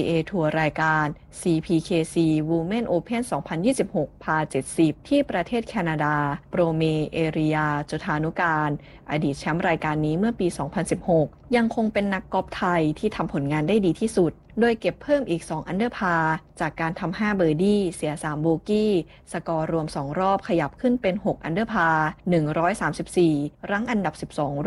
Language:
Thai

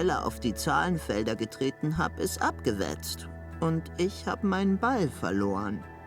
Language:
Swiss German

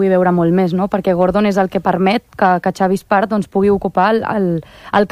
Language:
Catalan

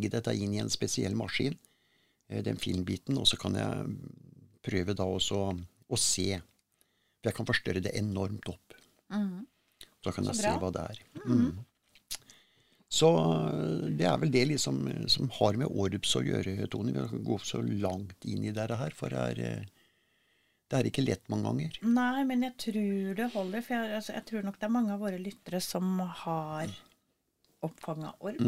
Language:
Norwegian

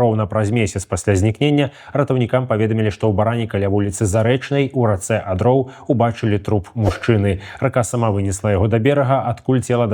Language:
Belarusian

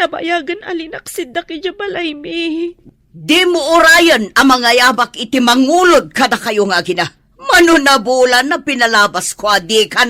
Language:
Iloko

